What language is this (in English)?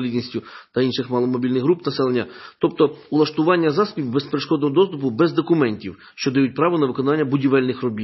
Ukrainian